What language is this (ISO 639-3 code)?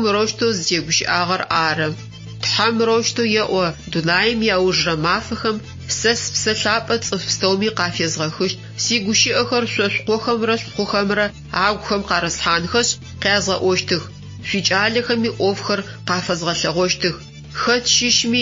ady